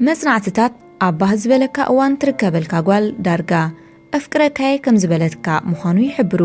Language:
Tigrinya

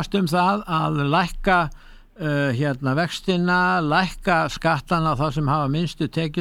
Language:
Icelandic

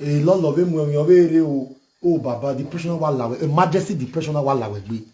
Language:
Nigerian Pidgin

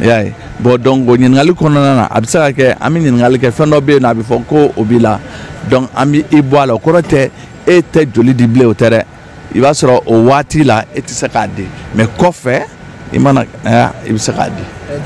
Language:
Bambara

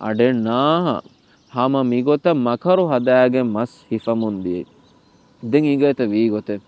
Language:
Divehi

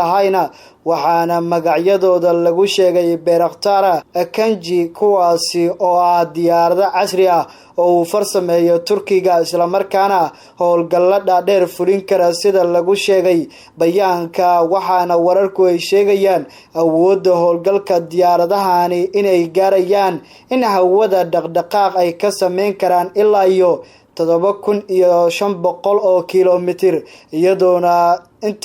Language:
Somali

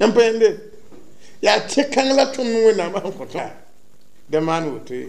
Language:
Mossi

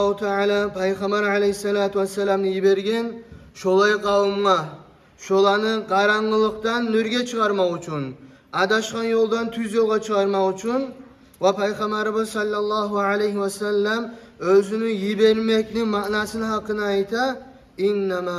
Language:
Kumyk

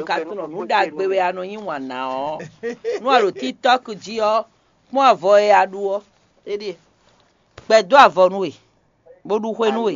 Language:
Fon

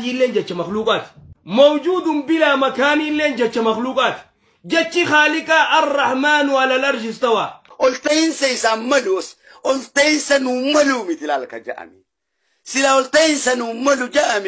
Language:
Oromo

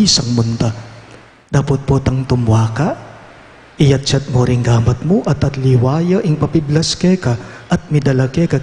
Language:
Pampanga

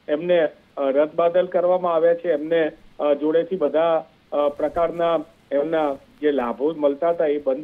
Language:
Gujarati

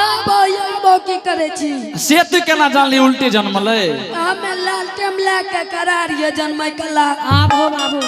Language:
Angika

